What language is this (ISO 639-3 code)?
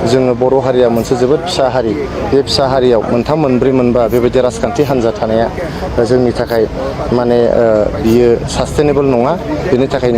brx